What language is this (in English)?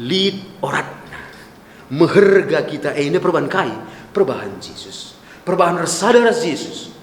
Batak Karo